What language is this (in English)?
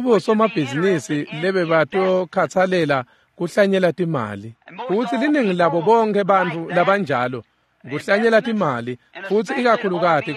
Swati